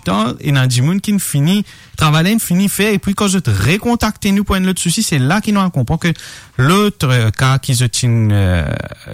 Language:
Morisyen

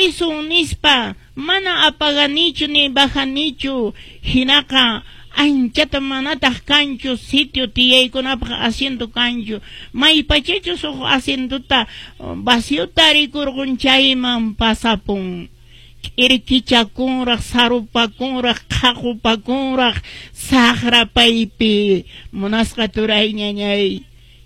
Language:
Quechua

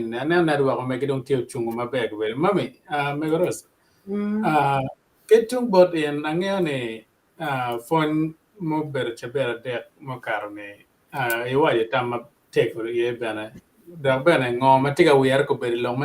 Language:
Acoli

